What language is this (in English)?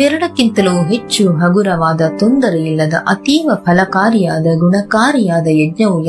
Kannada